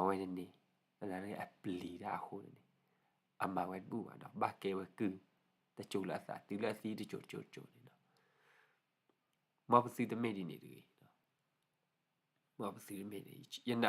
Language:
S'gaw Karen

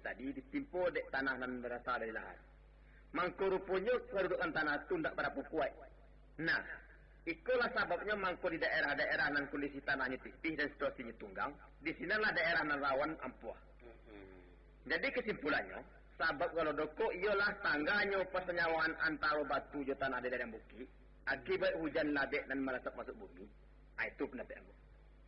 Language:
Minangkabau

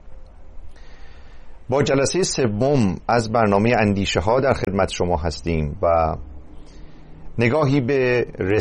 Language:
Persian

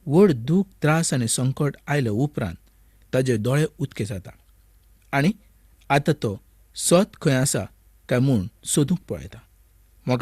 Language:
Konkani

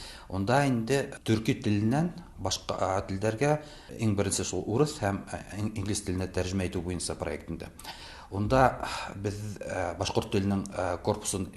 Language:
Tatar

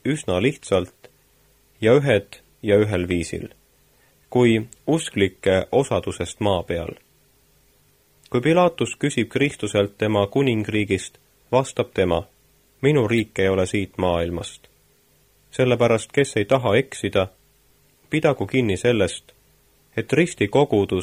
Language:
Estonian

